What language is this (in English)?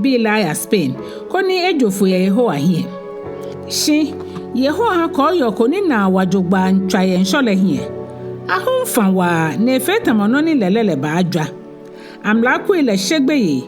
Ga